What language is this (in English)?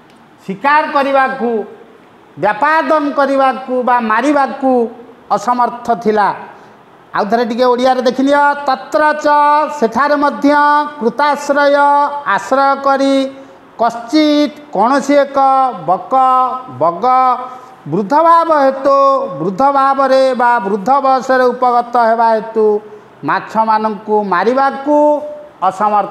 Odia